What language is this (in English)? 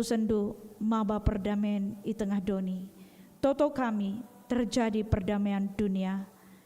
Batak Karo